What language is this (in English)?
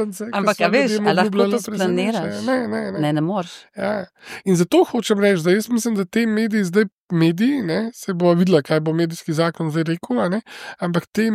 Slovenian